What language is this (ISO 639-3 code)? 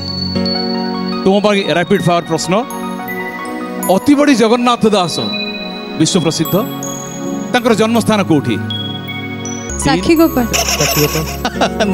ori